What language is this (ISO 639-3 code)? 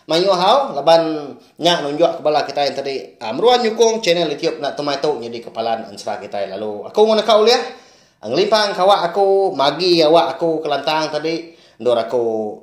iba